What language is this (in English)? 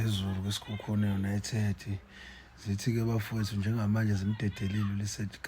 Zulu